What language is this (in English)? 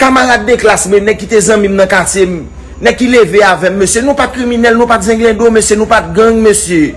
Haitian Creole